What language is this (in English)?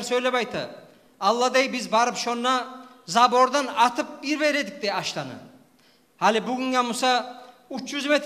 Kumyk